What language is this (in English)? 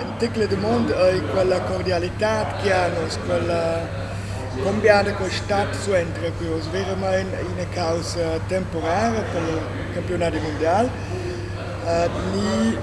Romansh